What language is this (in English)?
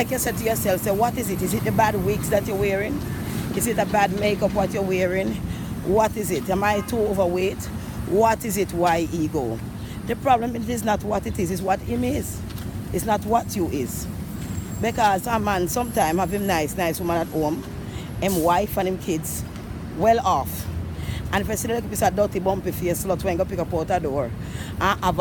Jamaican Creole English